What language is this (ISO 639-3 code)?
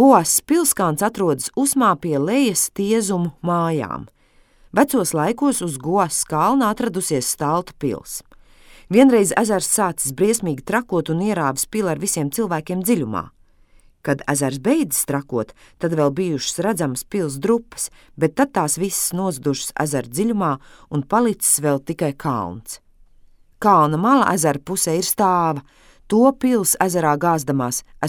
lav